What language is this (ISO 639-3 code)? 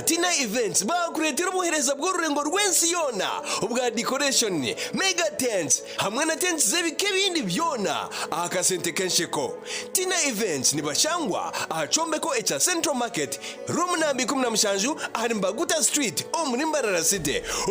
nyn